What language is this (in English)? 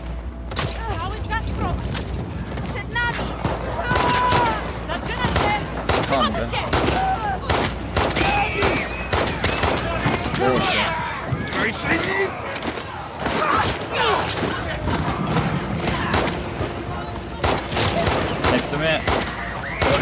Polish